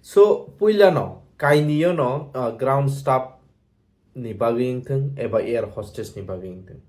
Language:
Kok Borok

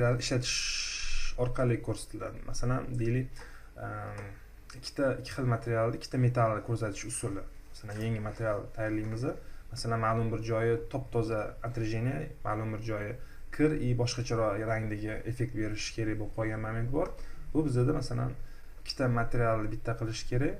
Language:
Uzbek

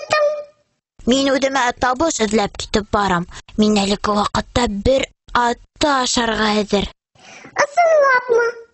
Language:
Bashkir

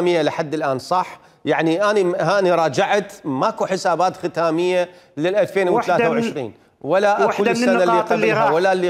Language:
Mesopotamian Arabic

